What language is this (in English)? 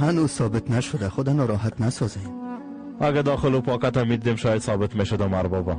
Persian